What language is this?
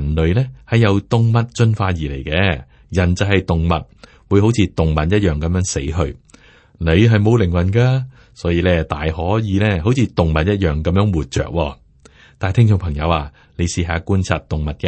Cantonese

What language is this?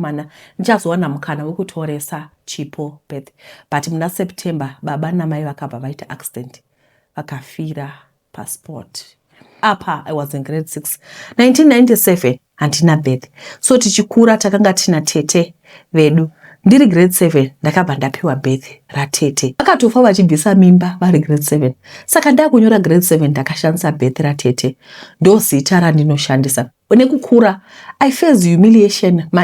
Shona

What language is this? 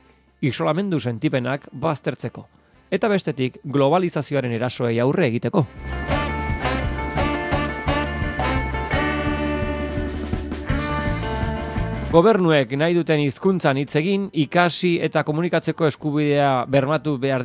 Basque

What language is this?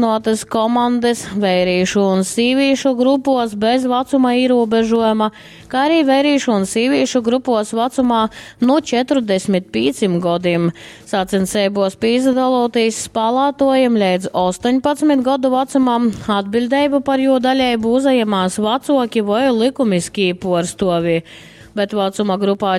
Latgalian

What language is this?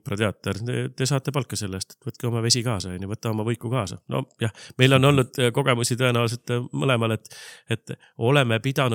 Estonian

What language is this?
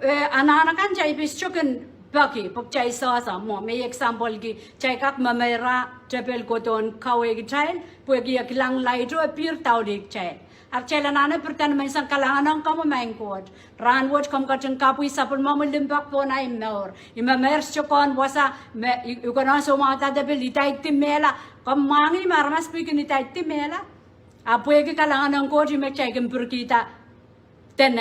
Pohnpeian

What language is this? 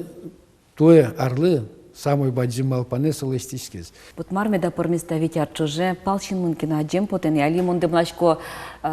Udmurt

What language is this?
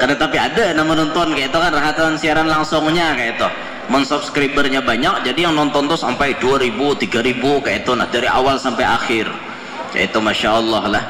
Banjar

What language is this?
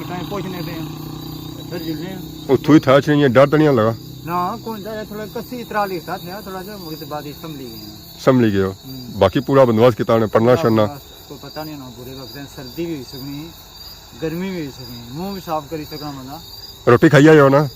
Pahari-Potwari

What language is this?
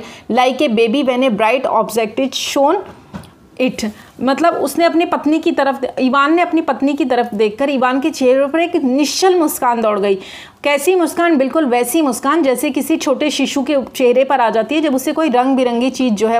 Hindi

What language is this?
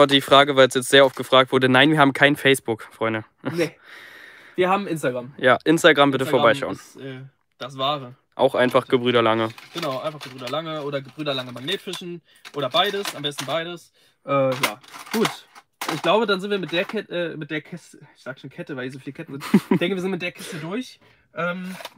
German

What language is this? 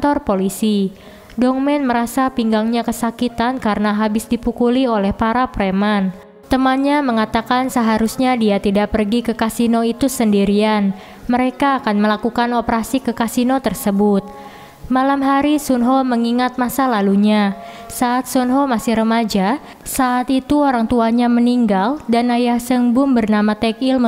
Indonesian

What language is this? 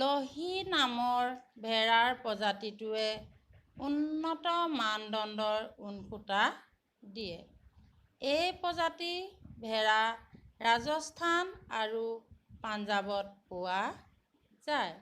Assamese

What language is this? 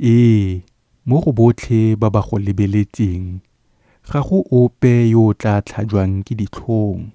Tswana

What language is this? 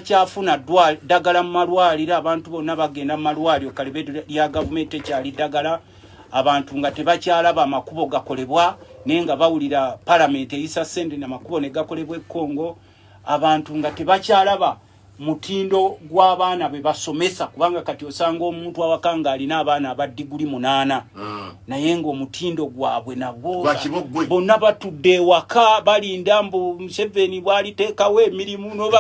Ganda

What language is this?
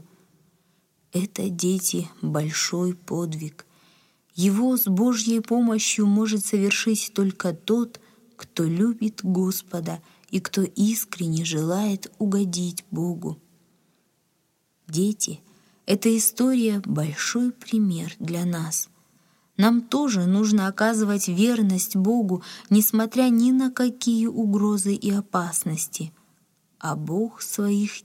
Russian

